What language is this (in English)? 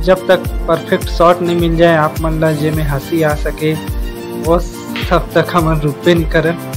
Chhattisgarhi